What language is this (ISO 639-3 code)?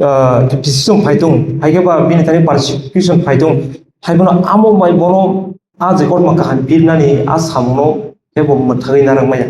trp